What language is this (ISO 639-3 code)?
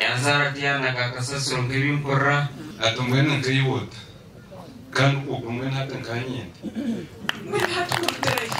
nyn